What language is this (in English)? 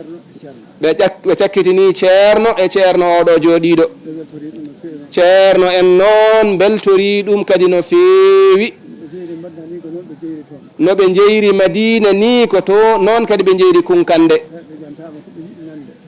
Fula